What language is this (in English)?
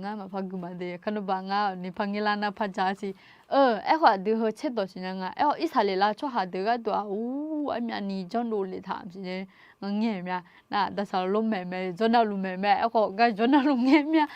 Akha